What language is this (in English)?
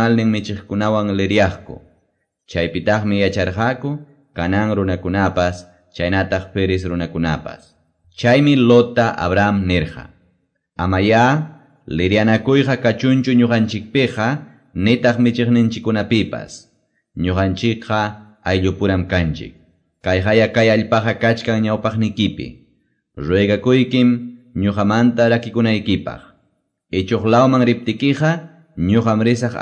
Quechua